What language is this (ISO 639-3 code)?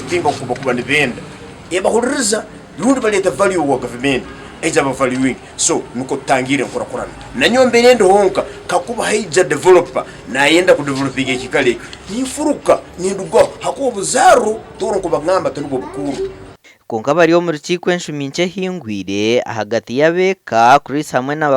nyn